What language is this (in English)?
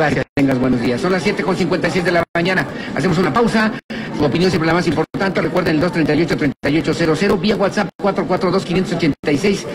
Spanish